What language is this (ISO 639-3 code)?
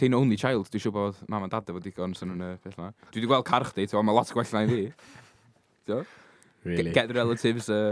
cym